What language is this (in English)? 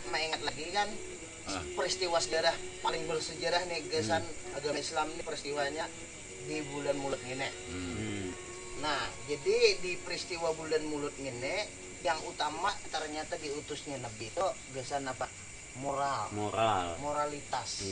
Banjar